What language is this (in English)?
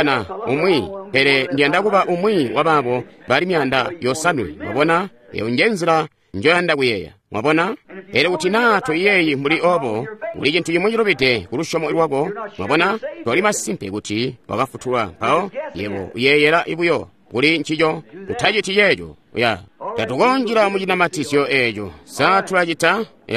Tonga (Zambia)